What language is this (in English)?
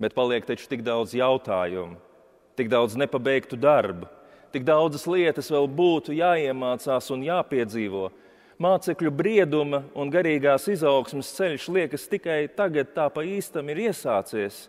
Latvian